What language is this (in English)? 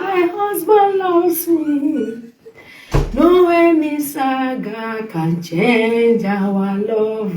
Nigerian Pidgin